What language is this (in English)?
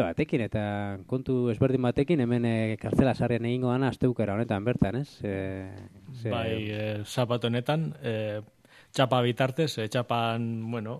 Basque